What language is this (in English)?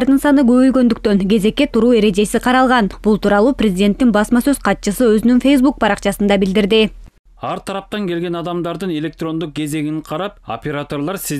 Kyrgyz